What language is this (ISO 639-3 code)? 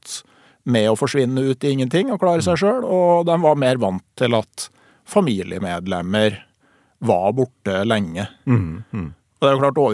nor